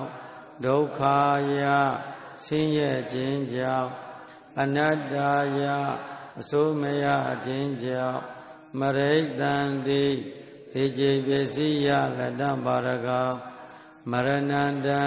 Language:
Burmese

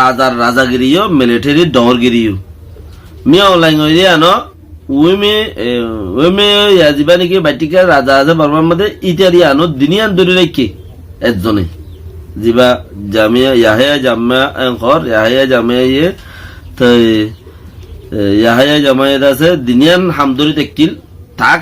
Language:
Rohingya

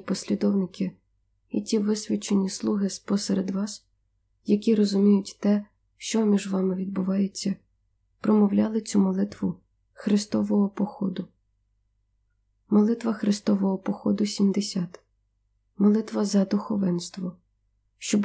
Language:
Ukrainian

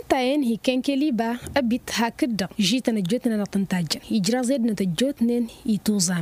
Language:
Tamasheq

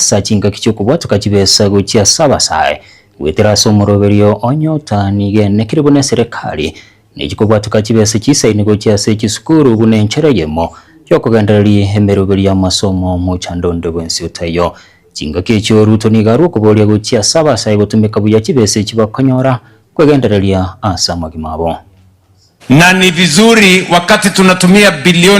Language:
Gusii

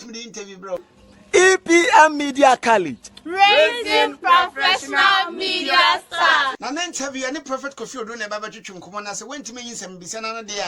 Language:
Akan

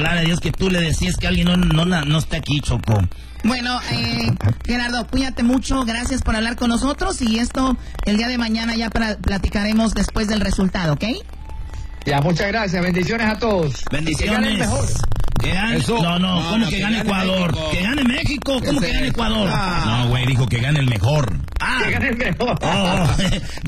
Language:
Spanish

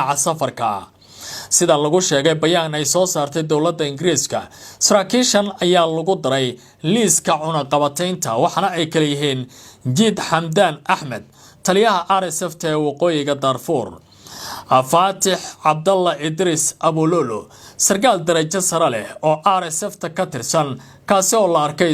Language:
Somali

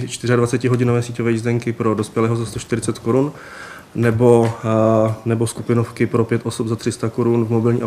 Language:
Czech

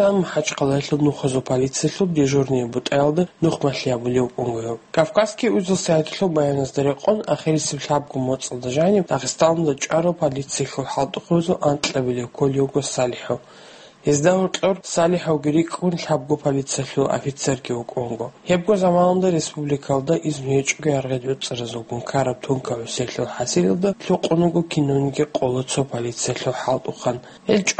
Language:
Avaric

